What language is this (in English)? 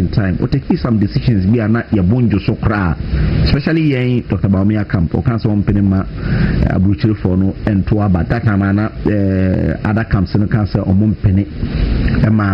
Akan